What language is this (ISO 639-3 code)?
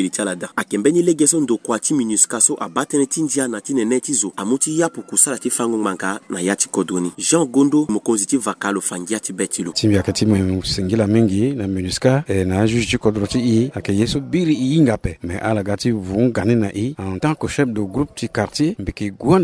sag